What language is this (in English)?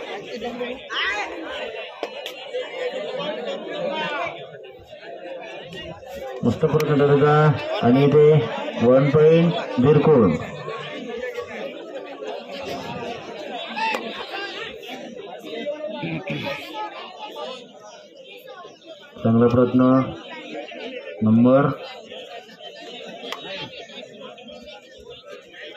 Marathi